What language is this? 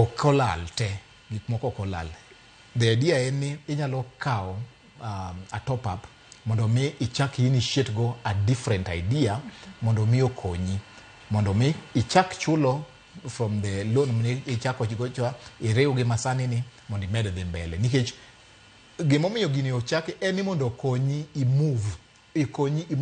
Luo (Kenya and Tanzania)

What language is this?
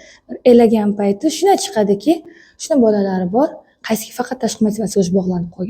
Uzbek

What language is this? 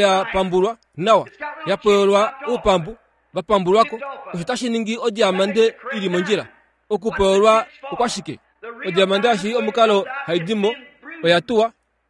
Kuanyama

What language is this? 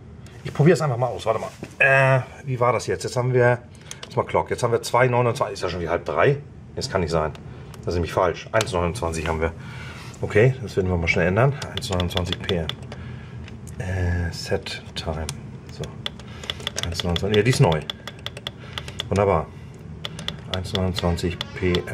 German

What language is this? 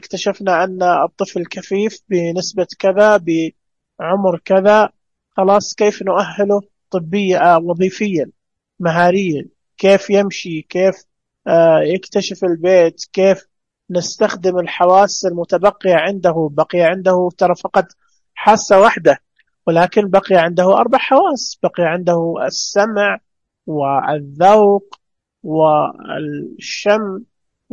Najdi Arabic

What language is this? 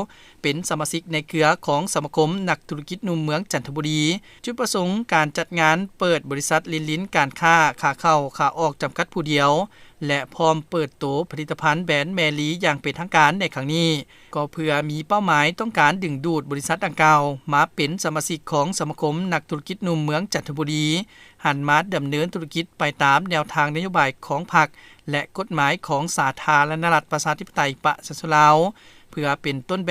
Lao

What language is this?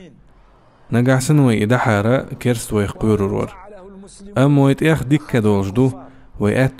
Chechen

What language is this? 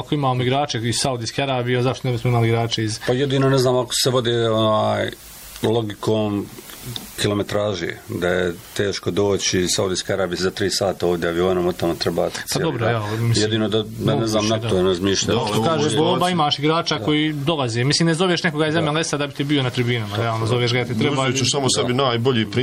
Croatian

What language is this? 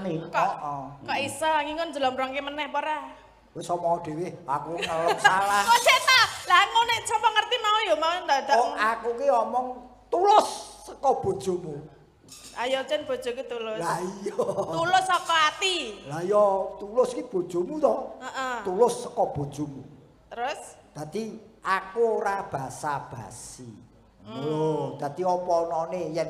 Javanese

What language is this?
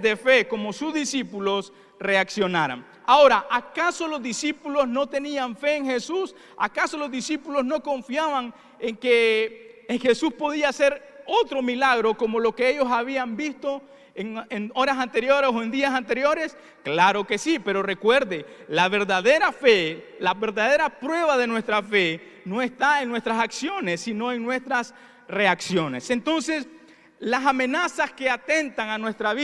Spanish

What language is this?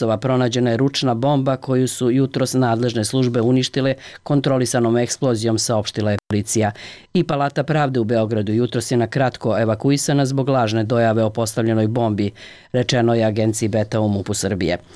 Serbian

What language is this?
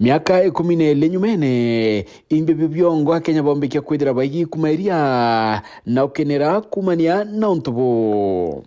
Meru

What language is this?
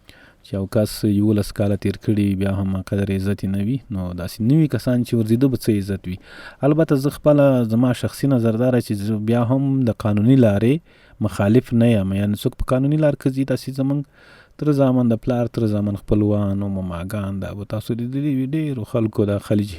Pashto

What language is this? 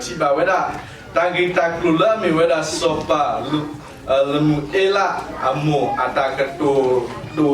S'gaw Karen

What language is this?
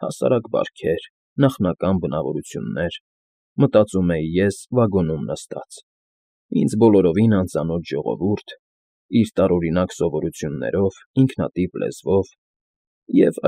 Armenian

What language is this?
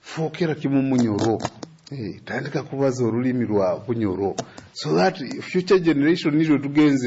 Nyoro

